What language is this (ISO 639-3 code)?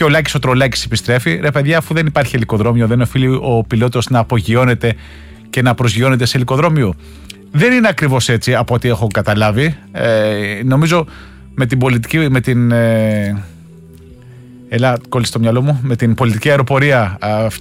ell